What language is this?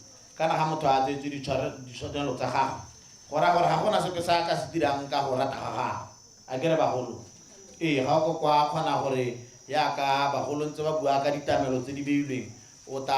Tswana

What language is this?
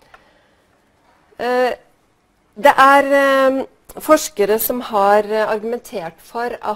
Norwegian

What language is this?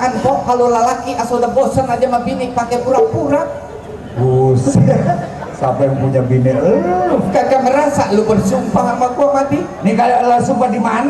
Betawi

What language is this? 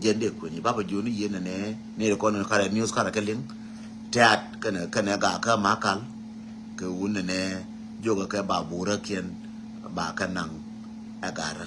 Nuer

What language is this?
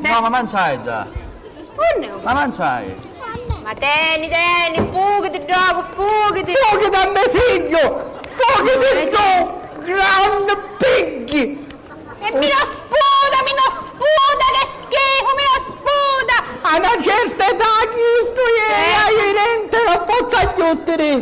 Sicilian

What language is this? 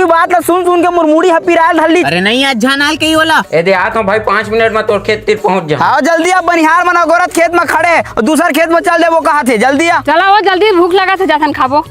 Chhattisgarhi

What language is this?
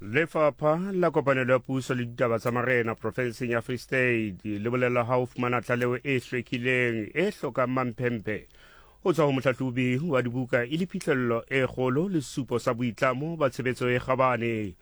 Southern Sotho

